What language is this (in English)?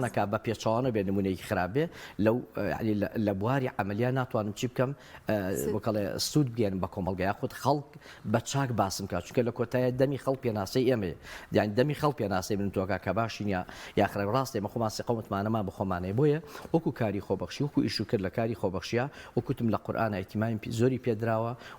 Central Kurdish